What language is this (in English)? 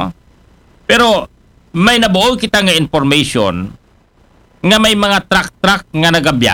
Aklanon